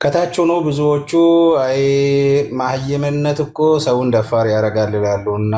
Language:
Amharic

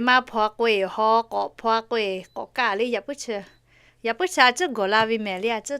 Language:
Lahu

